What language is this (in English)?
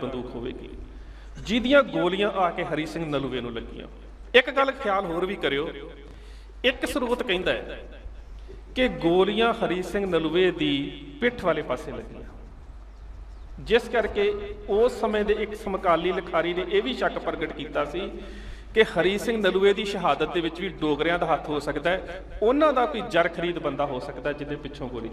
Punjabi